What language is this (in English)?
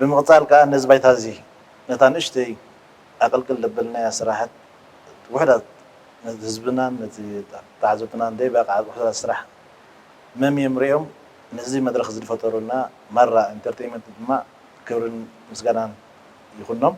Tigrinya